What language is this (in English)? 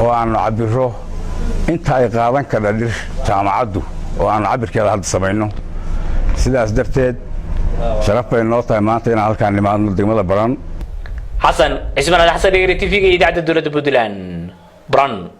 Somali